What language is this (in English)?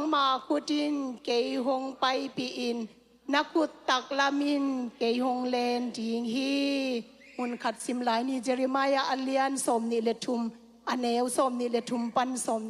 Tedim Chin